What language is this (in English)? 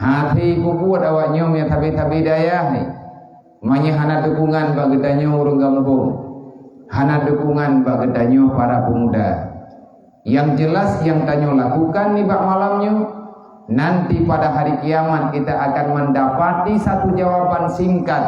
Achinese